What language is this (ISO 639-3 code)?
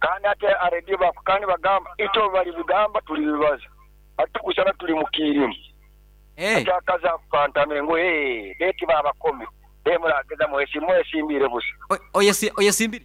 nyo